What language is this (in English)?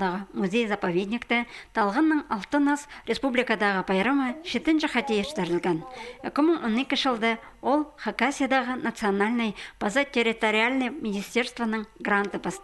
Khakas